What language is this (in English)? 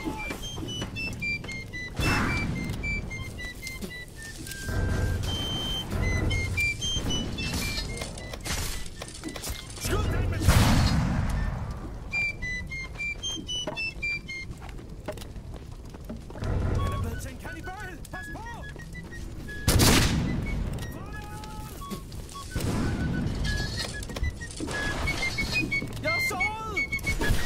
Danish